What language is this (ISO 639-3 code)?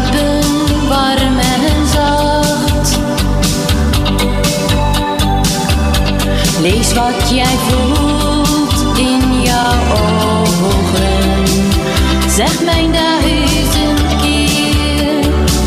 nld